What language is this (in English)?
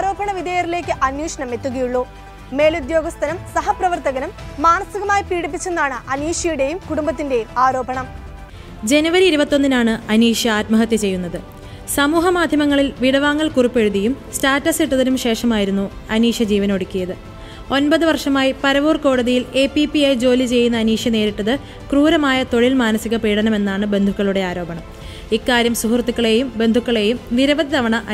Malayalam